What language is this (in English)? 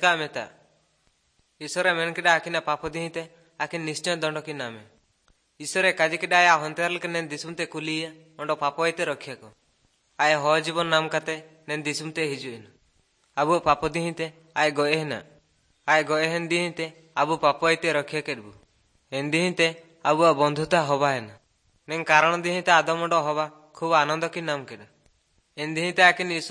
Odia